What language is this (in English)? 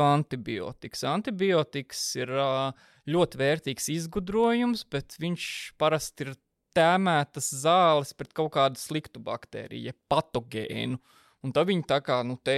Latvian